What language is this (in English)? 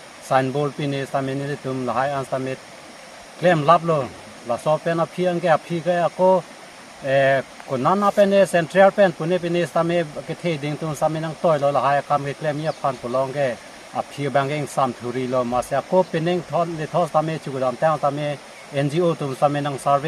Karbi